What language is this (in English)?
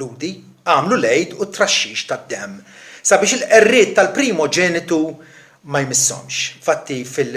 Maltese